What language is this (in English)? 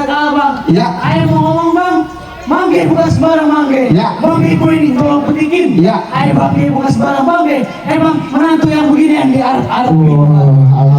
Betawi